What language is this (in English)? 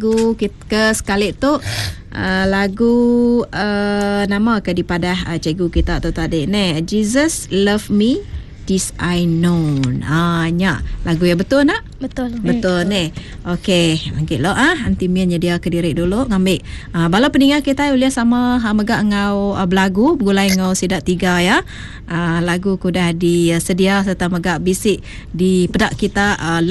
Iban